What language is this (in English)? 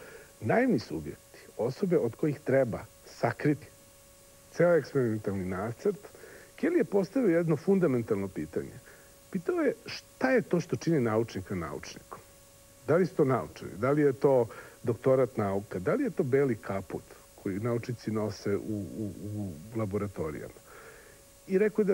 Serbian